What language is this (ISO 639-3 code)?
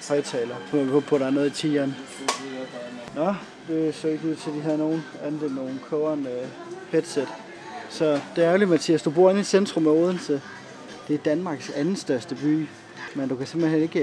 dan